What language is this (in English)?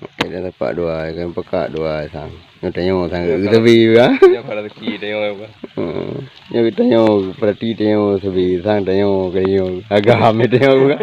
Achinese